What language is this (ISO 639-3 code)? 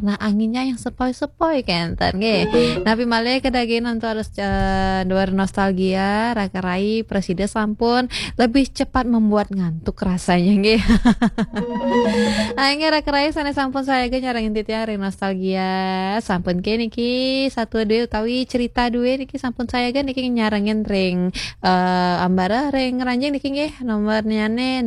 ban